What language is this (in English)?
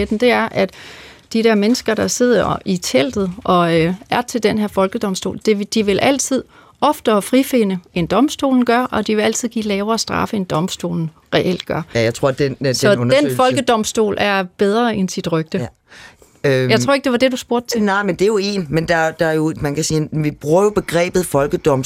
Danish